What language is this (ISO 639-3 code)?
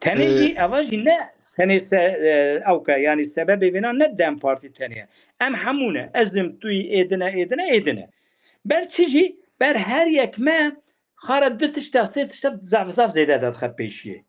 kur